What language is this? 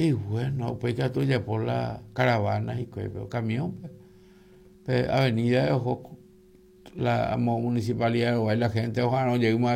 Guarani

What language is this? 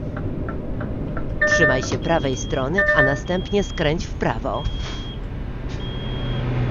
Polish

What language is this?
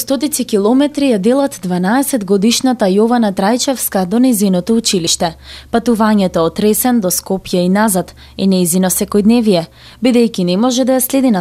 Macedonian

